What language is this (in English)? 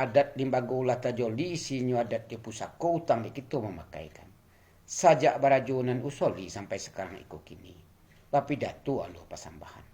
Minangkabau